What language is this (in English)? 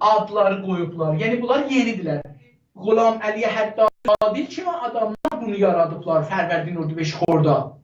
South Azerbaijani